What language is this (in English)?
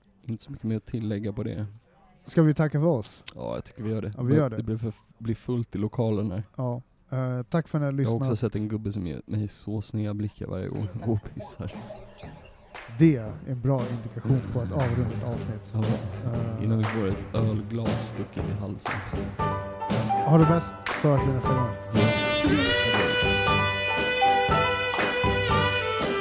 Swedish